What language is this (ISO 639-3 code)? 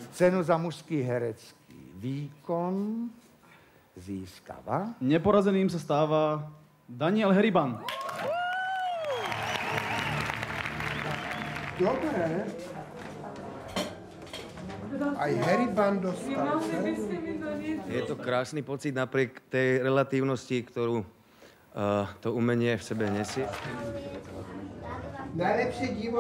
slk